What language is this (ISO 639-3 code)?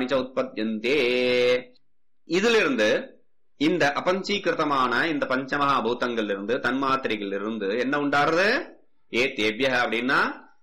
tam